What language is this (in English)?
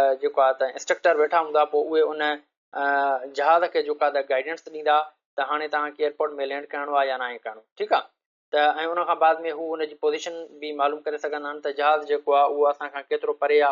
Sindhi